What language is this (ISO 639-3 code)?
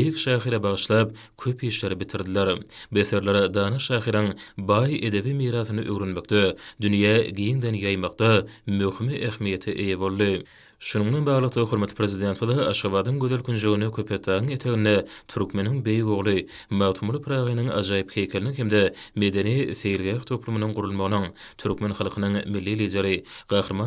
tuk